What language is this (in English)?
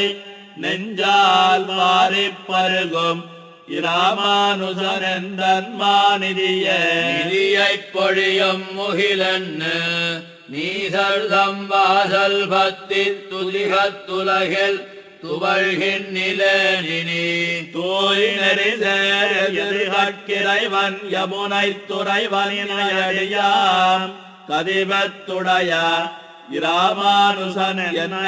Tamil